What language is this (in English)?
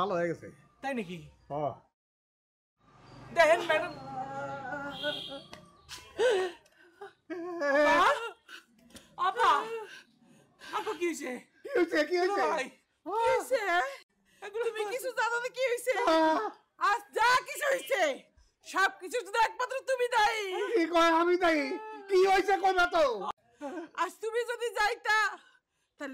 Bangla